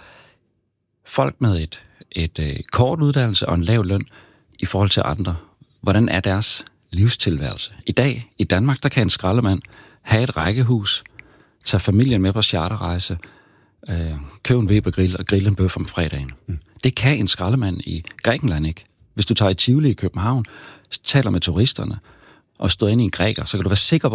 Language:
Danish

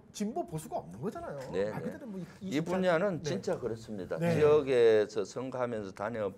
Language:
Korean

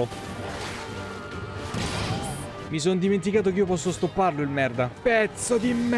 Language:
Italian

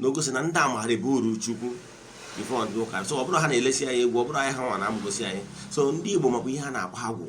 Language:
Igbo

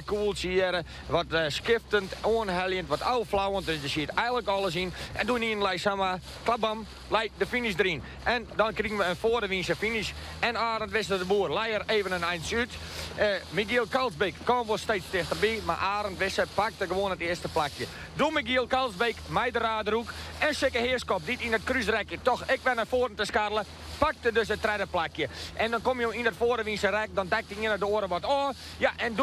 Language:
Western Frisian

